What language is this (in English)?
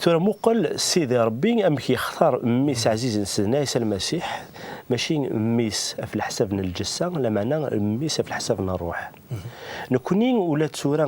Kabyle